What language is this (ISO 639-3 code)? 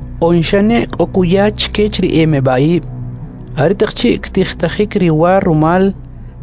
quc